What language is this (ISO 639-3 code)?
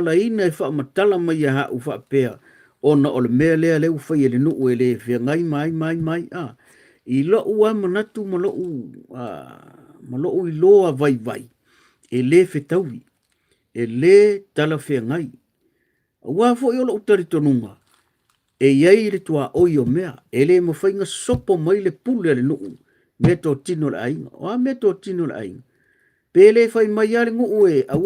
smo